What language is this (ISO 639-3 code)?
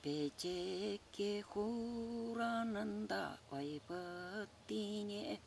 chv